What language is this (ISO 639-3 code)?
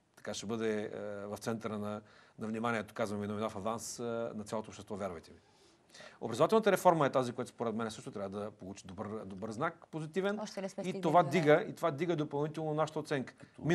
bul